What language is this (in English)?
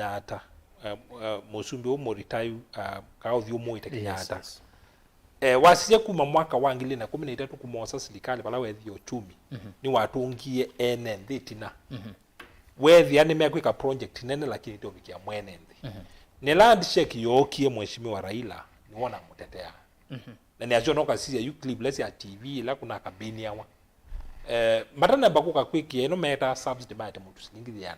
Kamba